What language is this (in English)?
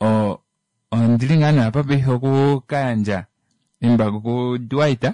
Kuanyama